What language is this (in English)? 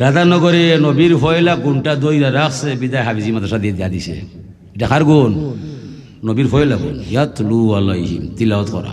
Sylheti